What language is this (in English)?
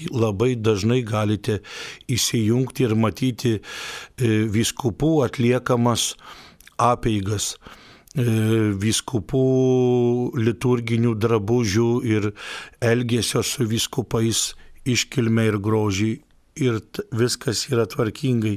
Lithuanian